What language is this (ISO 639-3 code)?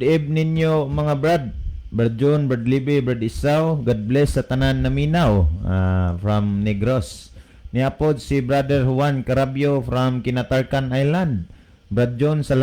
ceb